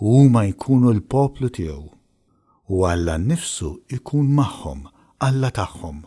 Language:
Maltese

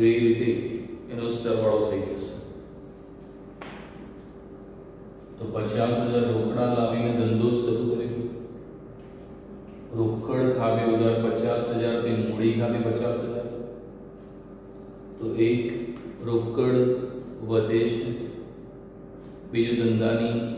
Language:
Gujarati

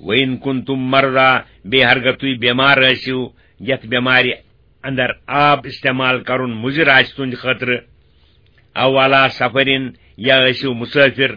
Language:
Kashmiri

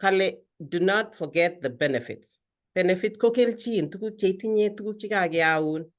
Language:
Kalenjin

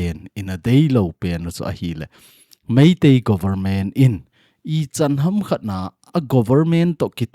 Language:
Thado Chin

